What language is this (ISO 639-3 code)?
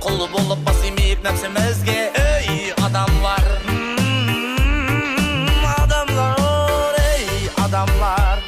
kaa